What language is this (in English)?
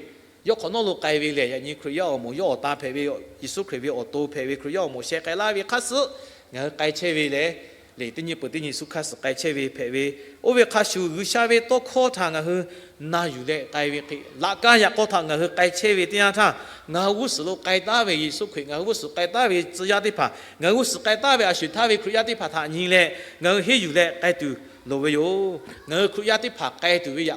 Lahu